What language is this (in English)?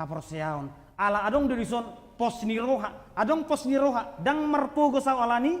Batak Toba